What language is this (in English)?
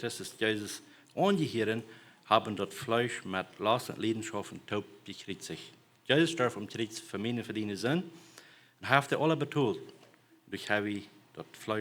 Plautdietsch